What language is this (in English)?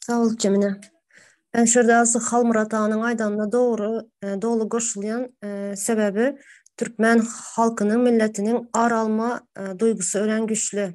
Turkmen